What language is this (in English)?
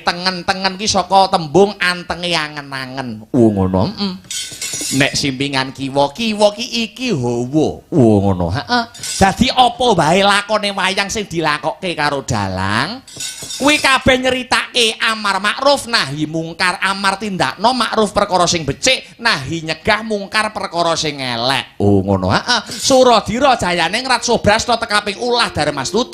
Javanese